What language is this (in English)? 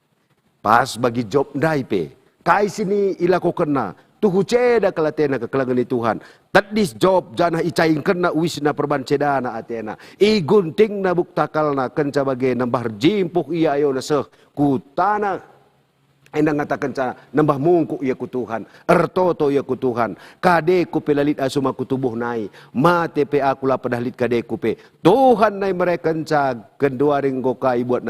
Batak Karo